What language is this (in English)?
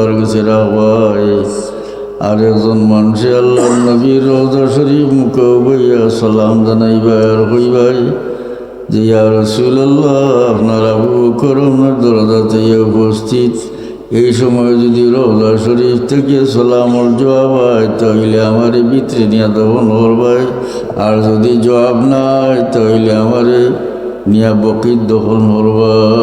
Sylheti